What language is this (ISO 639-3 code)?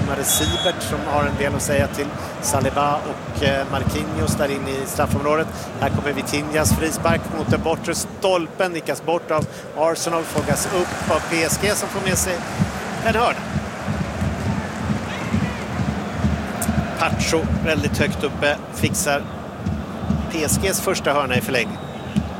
swe